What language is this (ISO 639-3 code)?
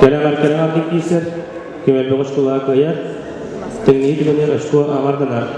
sah